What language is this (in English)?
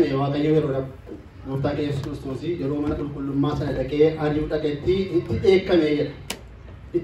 Oromo